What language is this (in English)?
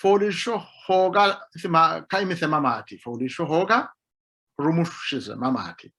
Sidamo